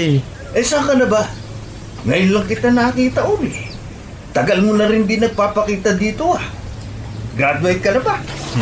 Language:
Filipino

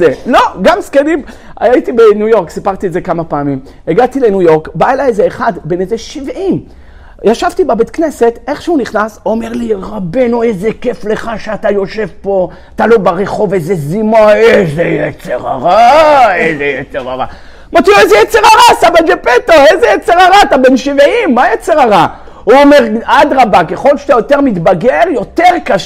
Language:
Hebrew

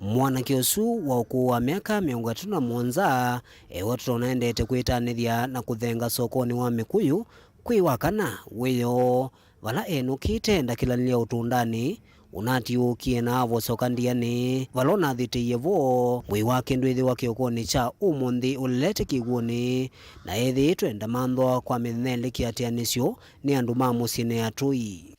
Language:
Kamba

